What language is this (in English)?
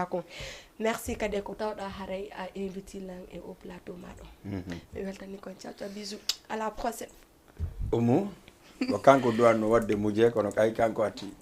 Fula